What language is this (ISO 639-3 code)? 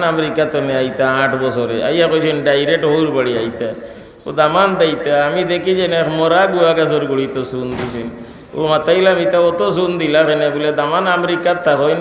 syl